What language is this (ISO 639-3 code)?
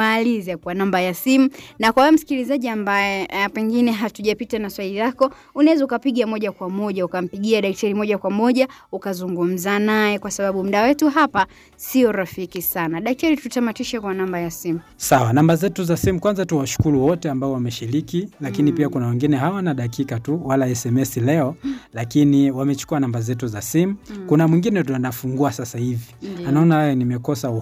swa